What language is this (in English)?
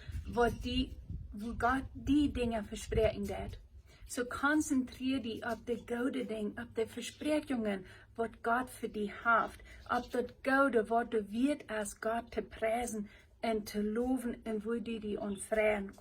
Plautdietsch